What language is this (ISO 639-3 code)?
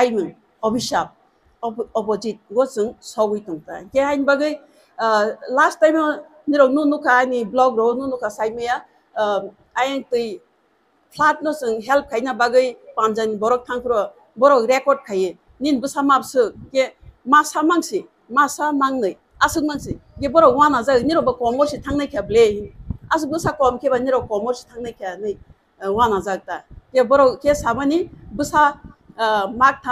trp